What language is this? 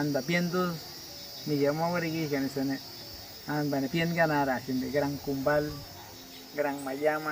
Awa-Cuaiquer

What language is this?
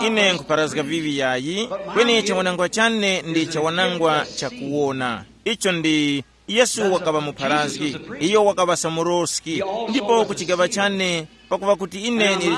Tumbuka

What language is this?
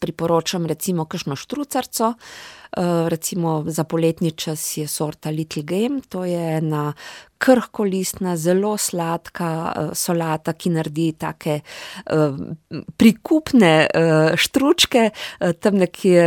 Slovenian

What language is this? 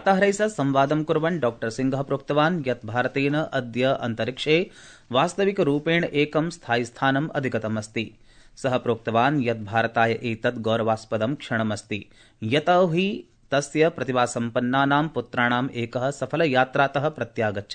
Sanskrit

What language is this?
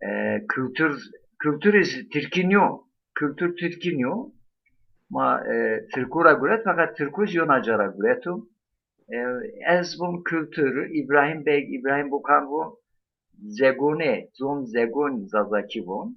Zaza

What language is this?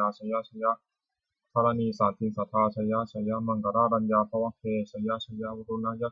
Pali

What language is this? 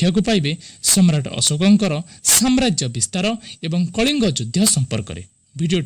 Odia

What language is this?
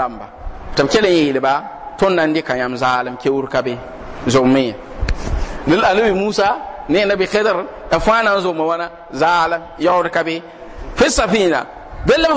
Mossi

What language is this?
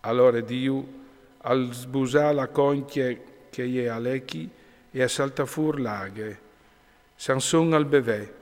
Friulian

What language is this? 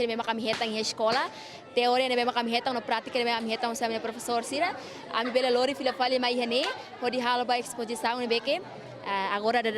Tetum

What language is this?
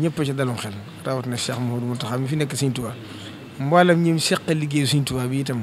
Wolof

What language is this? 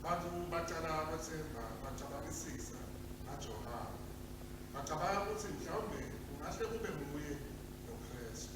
Swati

